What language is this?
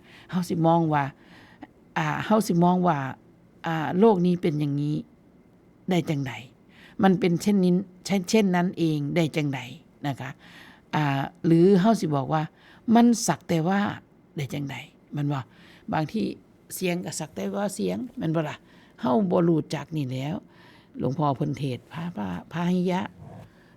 Northeastern Thai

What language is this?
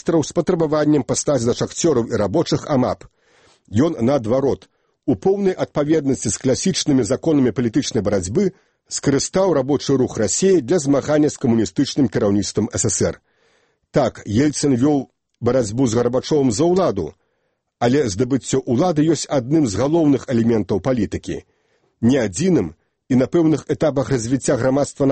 Belarusian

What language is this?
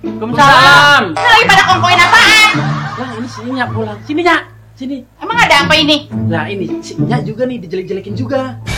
Betawi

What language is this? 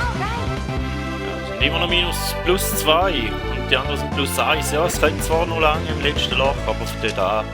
Swiss German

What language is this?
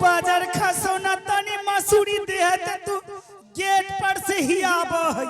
Angika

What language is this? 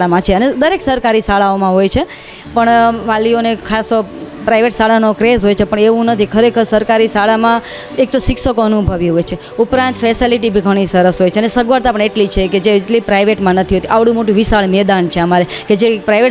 Gujarati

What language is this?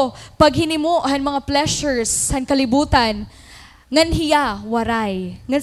Waray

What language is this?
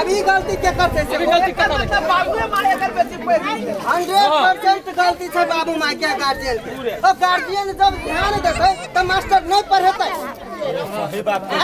Maithili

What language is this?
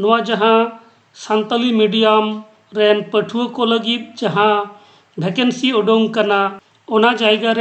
Santali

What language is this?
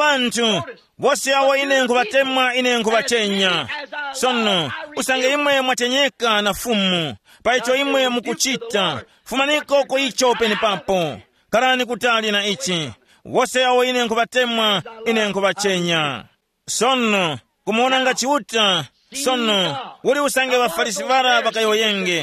Tumbuka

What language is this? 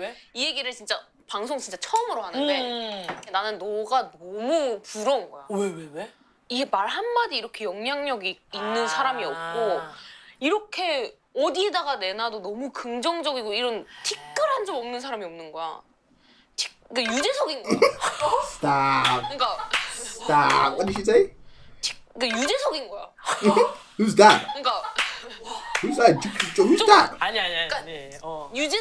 Korean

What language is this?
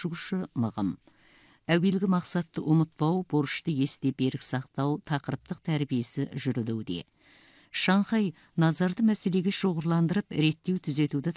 Kazakh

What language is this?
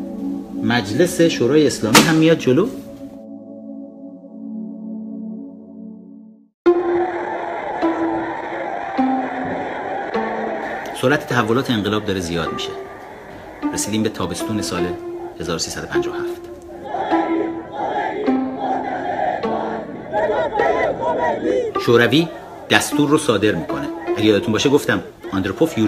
Persian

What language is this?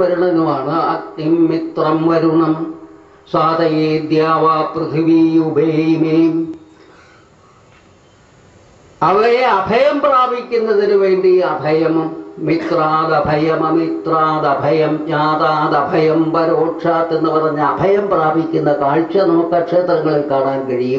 Malayalam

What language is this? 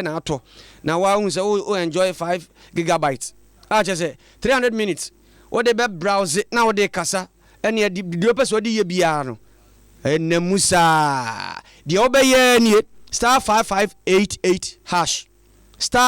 Akan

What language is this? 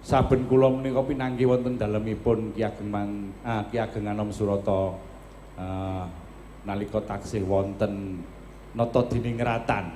Javanese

